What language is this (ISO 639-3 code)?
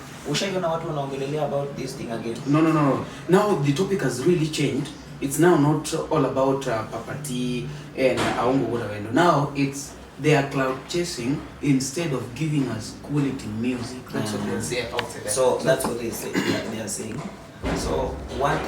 luo